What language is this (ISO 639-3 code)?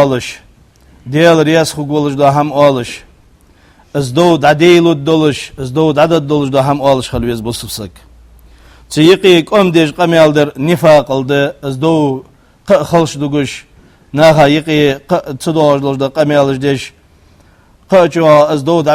inh